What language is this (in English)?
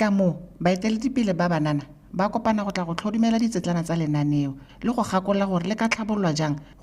Tswana